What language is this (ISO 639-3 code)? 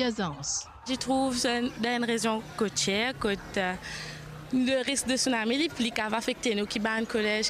mfe